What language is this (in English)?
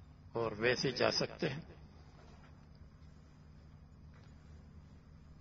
Urdu